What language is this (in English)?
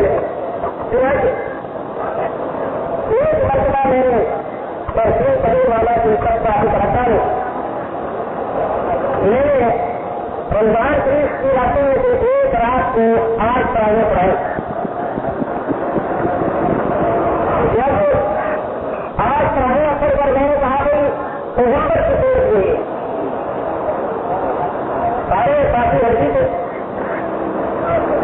Urdu